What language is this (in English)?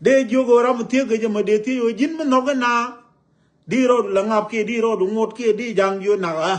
Nuer